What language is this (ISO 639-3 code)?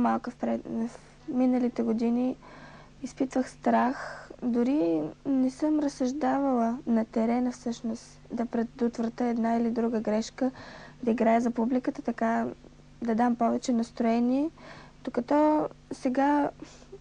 bul